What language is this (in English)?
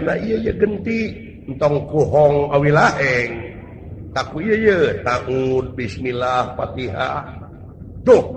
Sundanese